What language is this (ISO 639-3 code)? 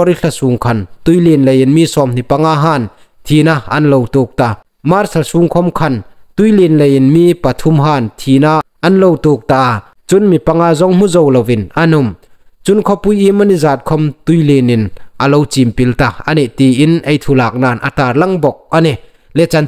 hmr